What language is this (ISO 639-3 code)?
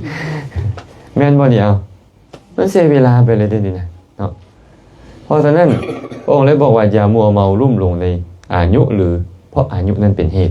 lao